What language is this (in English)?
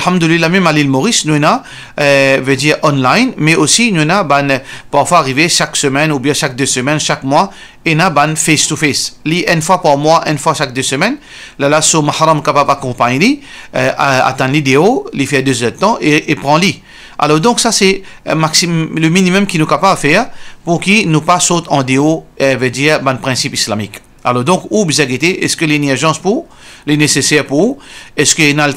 Morisyen